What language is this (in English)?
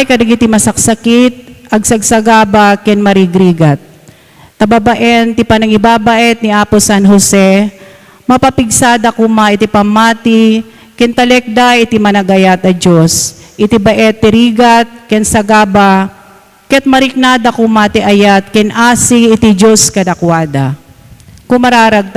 Iloko